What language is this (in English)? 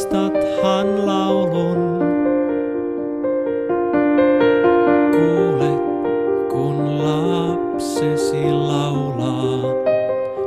Finnish